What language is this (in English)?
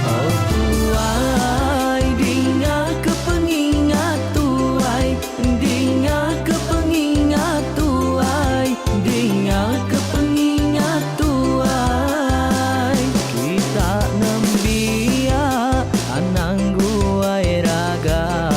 Iban